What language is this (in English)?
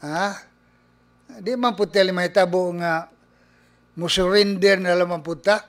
Cebuano